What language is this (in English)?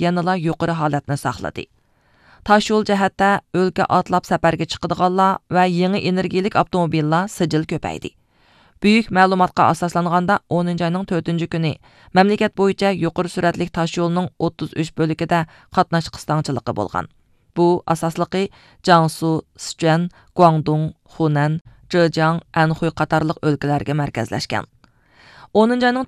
Uyghur